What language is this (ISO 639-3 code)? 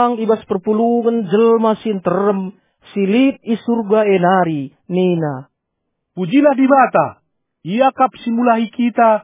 btx